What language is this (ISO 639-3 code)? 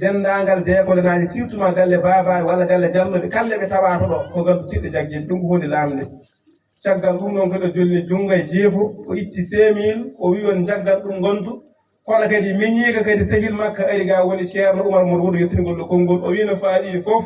ful